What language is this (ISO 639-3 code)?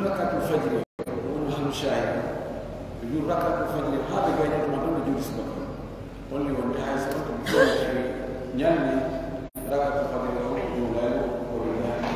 fuf